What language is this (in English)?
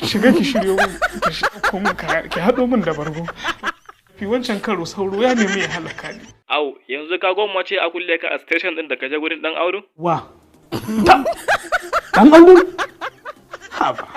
Hausa